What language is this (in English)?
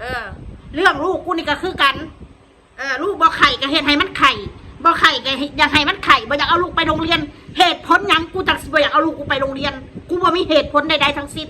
Northeastern Thai